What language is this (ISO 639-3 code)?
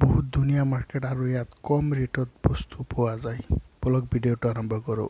asm